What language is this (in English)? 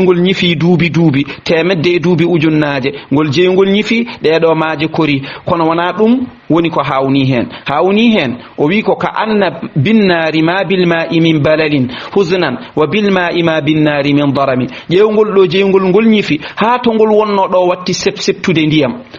Fula